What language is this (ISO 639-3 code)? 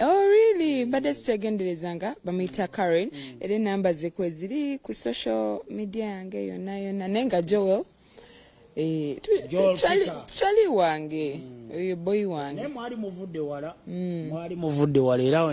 lug